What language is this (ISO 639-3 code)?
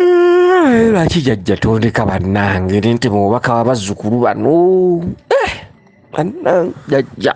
lug